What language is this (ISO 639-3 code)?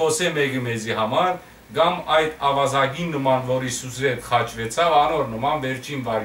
hyw